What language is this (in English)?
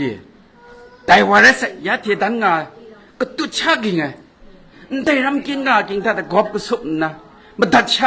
Kachin